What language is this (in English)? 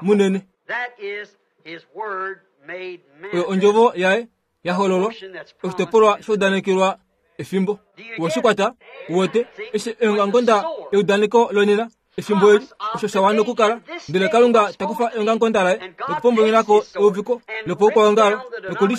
Kuanyama